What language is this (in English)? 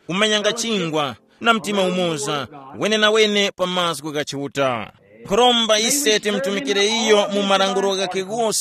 Tumbuka